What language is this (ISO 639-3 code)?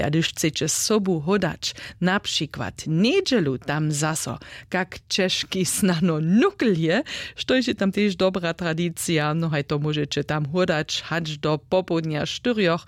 hsb